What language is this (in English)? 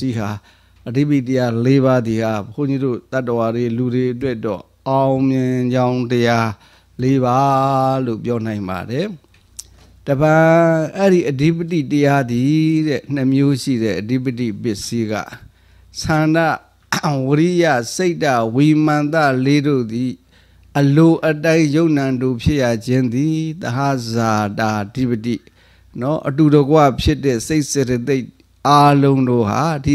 Burmese